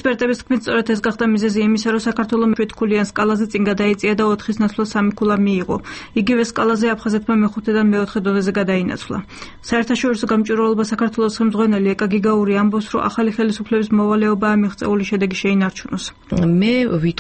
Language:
Georgian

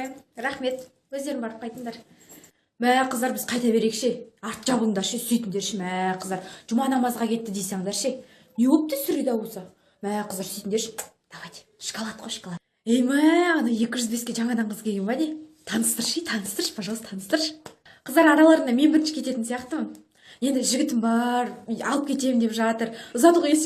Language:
Kazakh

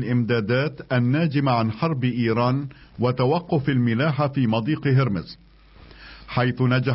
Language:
Arabic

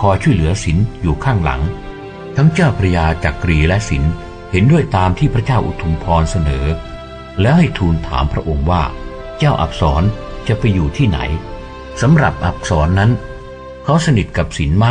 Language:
Thai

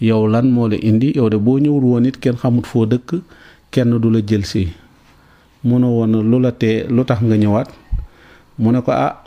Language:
Wolof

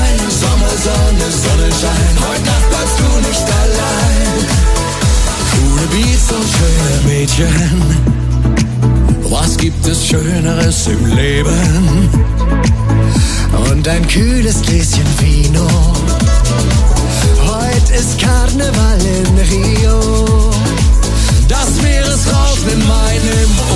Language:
German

